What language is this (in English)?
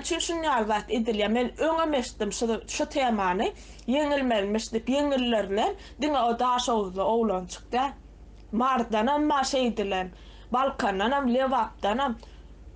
Turkmen